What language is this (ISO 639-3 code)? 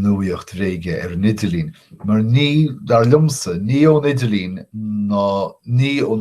gle